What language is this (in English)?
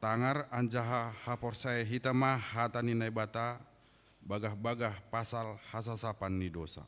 Batak Simalungun